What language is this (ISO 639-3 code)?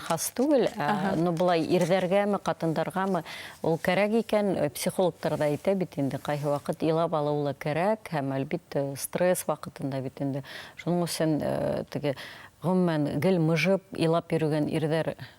bak